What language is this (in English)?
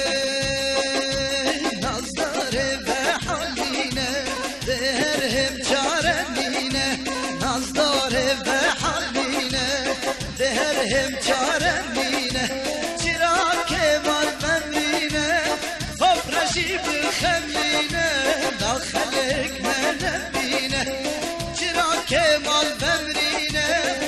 Kurdish